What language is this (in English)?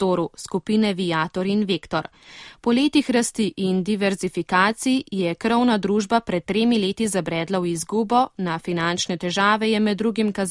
Slovenian